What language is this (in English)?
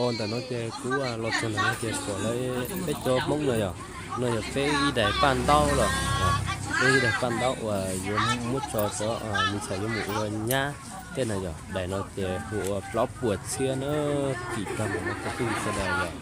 Hmong